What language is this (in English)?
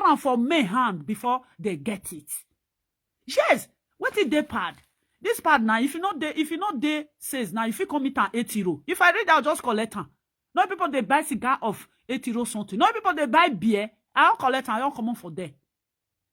Nigerian Pidgin